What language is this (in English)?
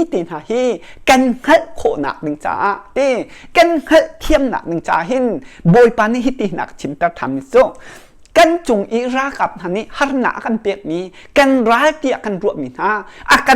Hakha Chin